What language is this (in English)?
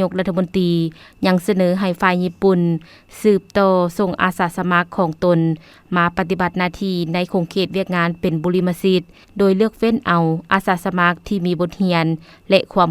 Lao